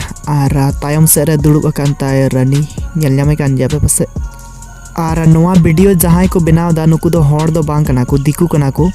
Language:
Santali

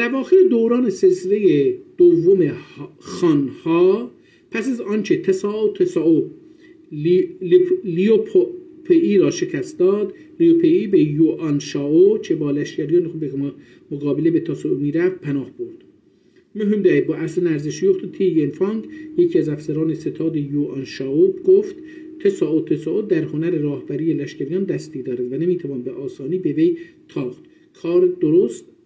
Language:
South Azerbaijani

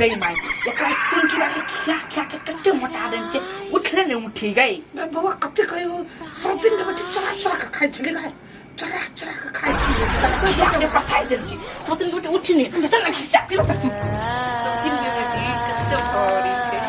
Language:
Maithili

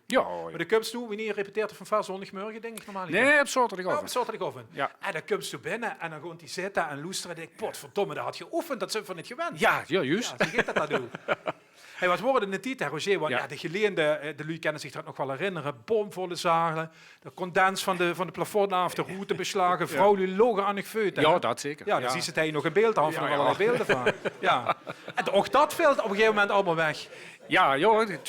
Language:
Limburgish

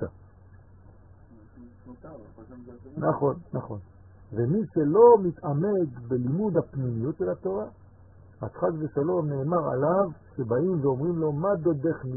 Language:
Hebrew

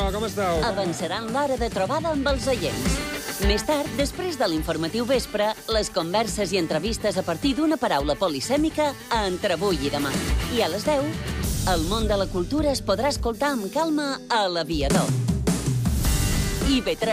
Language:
Catalan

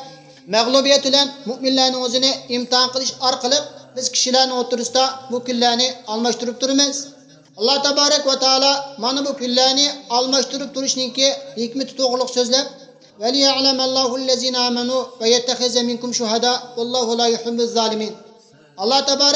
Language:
Uyghur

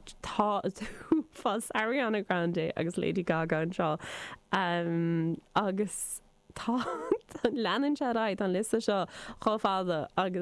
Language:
Irish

